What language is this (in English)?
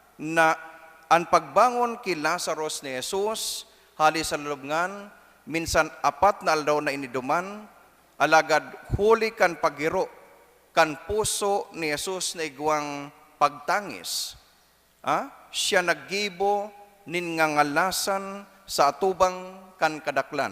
Bikol